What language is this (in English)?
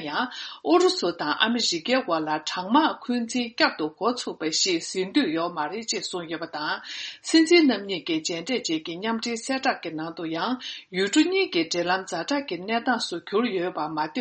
Tibetan